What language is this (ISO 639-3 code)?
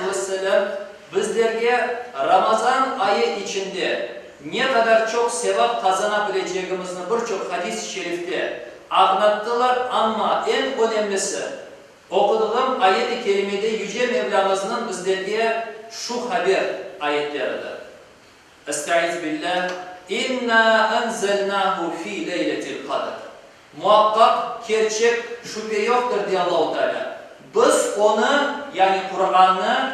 crh